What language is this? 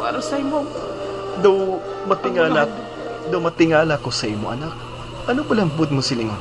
Hiligaynon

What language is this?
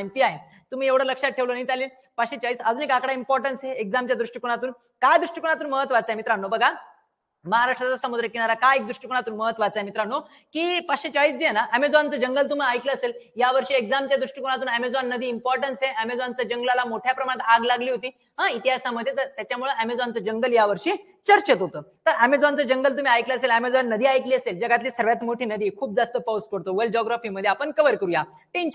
Marathi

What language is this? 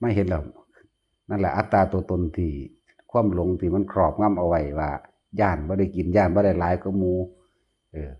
Northeastern Thai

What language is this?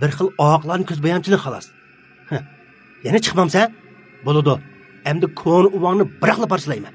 Uyghur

